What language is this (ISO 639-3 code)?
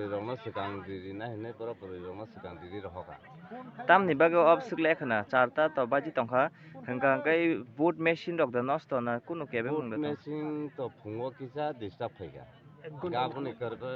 trp